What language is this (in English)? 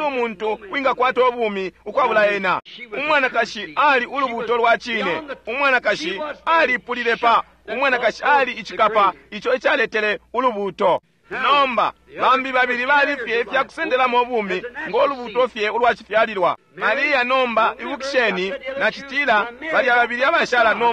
Bemba